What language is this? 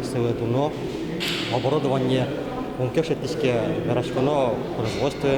Udmurt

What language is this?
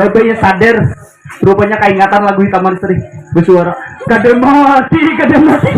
Banjar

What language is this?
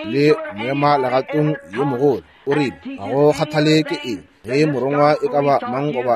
Northern Sotho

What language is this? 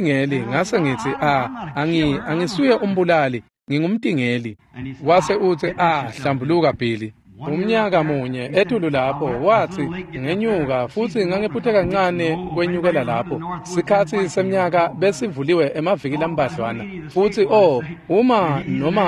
Swati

